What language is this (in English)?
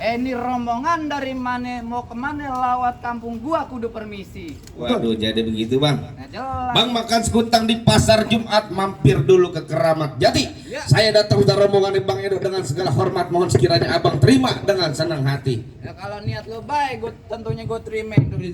Betawi